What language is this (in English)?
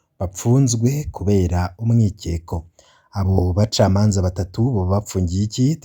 Rundi